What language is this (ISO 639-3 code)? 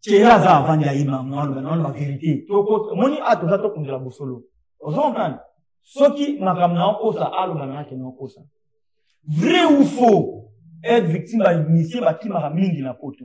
lin